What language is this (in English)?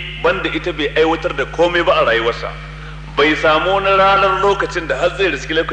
Hausa